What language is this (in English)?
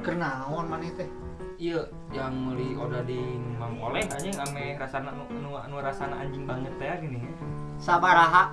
Sundanese